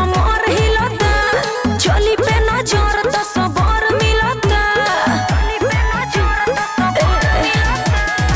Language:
Bhojpuri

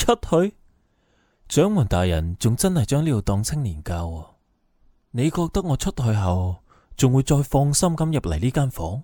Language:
Cantonese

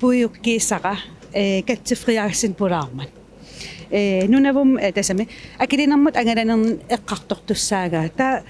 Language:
Kalaallisut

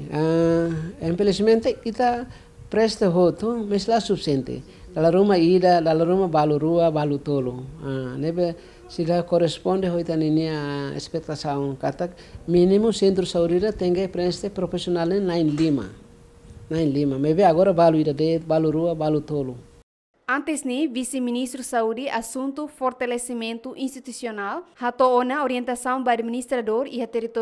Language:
Tetum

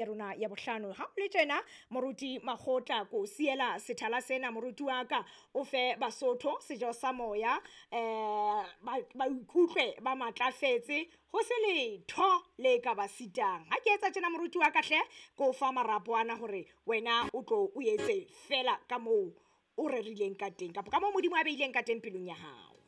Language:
Southern Sotho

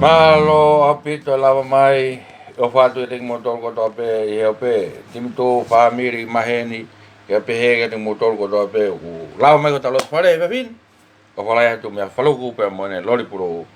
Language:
Tongan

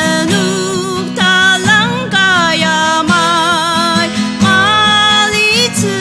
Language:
Ao Naga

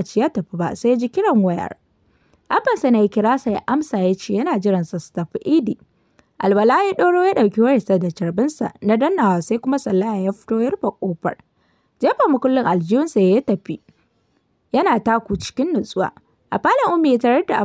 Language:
Hausa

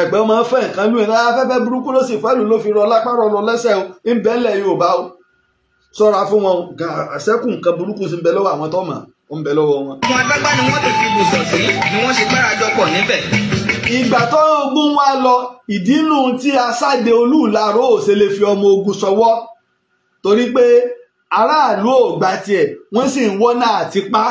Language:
Yoruba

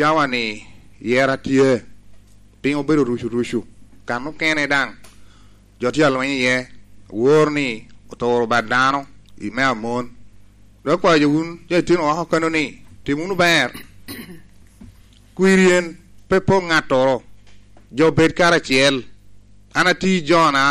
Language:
Lango (Uganda)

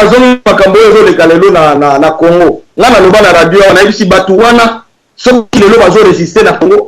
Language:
Lingala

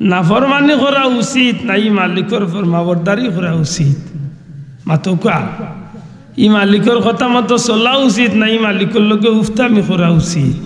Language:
Sylheti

